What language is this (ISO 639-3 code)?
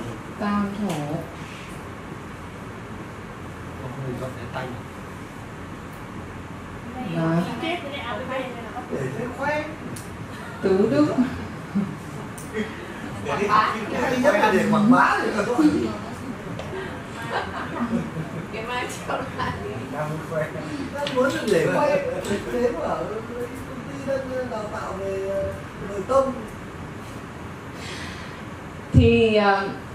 vie